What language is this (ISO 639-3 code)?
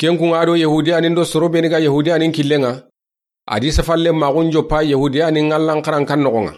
snk